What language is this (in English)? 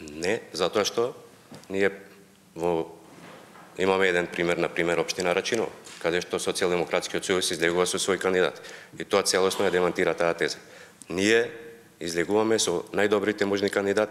Macedonian